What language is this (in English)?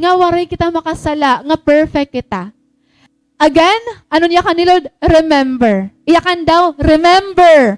Waray